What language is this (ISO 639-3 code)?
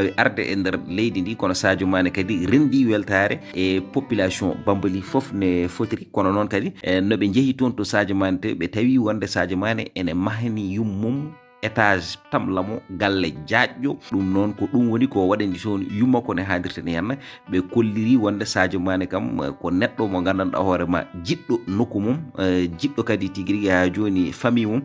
ful